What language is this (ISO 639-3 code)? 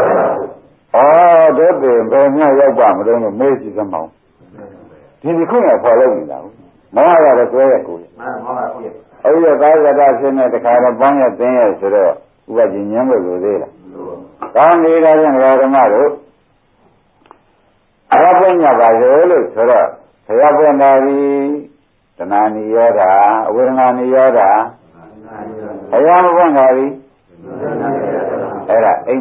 mya